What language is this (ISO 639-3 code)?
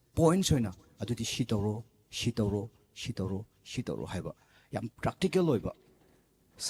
mni